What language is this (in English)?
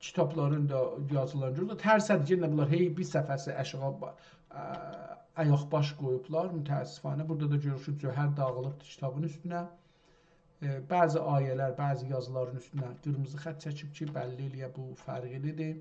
South Azerbaijani